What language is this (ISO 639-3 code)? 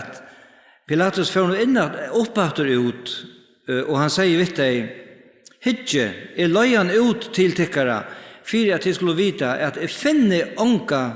fao